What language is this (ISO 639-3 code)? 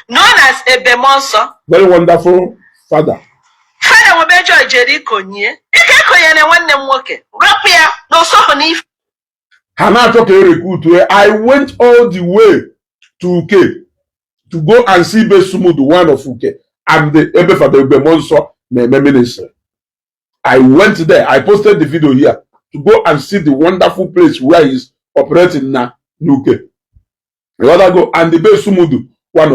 ibo